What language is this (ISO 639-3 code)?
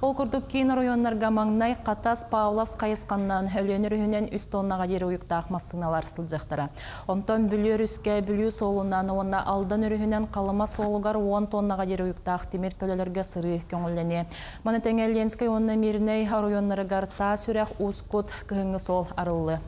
sah